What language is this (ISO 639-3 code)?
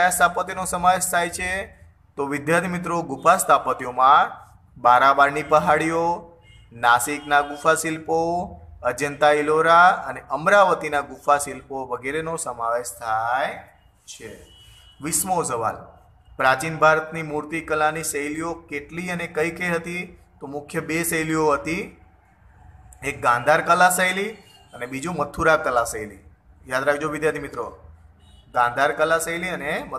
guj